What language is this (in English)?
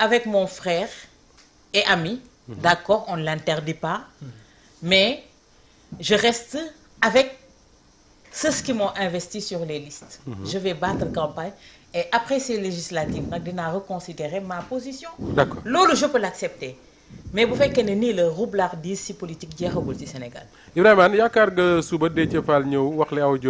Wolof